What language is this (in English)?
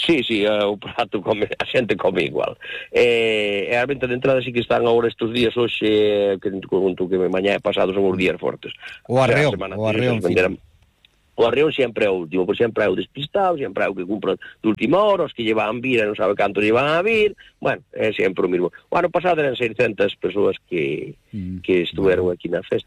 Galician